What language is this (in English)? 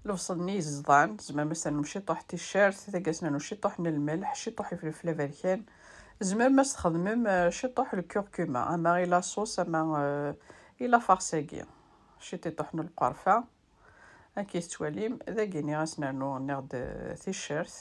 Kabyle